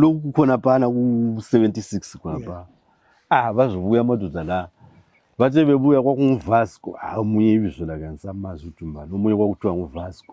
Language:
North Ndebele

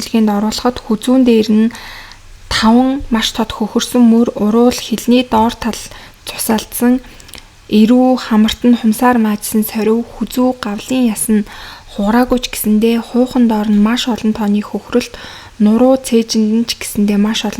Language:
Mongolian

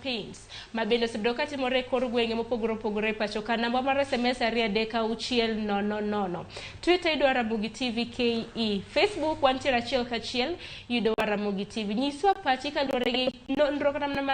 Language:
Luo (Kenya and Tanzania)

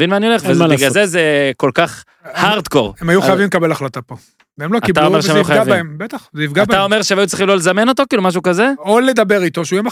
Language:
Hebrew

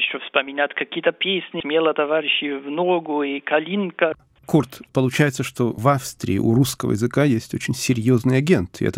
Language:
Russian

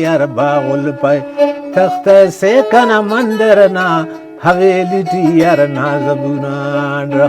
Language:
Brahui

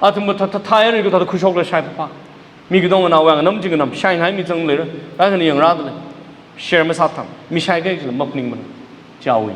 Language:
Tangkhul Naga (India)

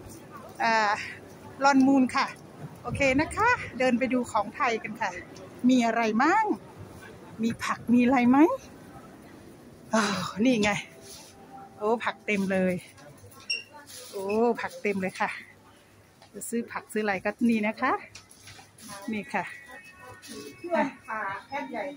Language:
Thai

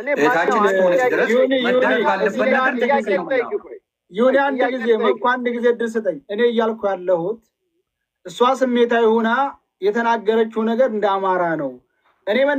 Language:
Amharic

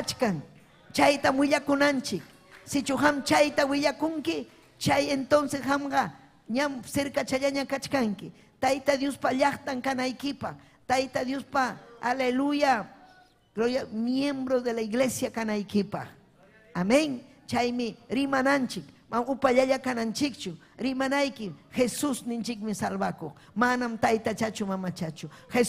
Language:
Ayacucho Quechua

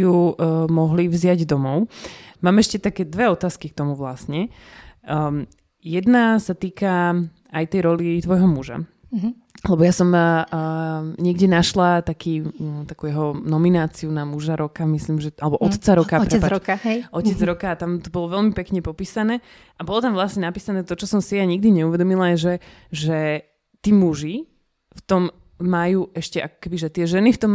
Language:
Slovak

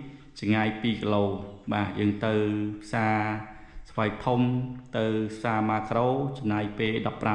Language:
Khmer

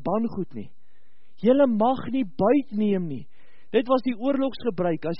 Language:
Afrikaans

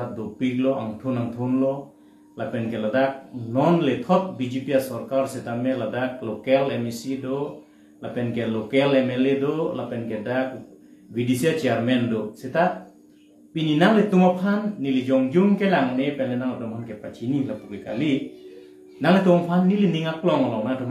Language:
Karbi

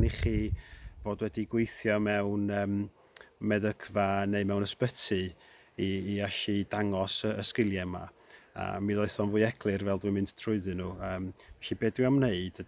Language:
Welsh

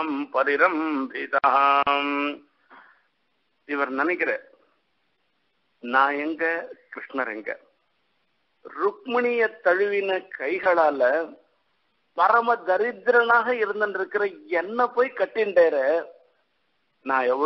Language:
Tamil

